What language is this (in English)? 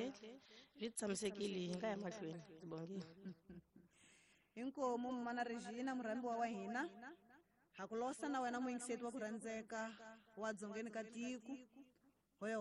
Tsonga